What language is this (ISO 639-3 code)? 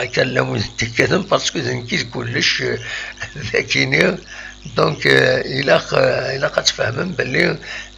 kab